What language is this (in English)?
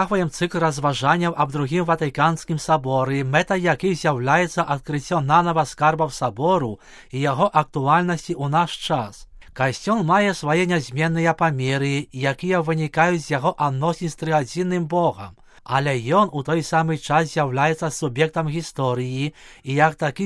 Belarusian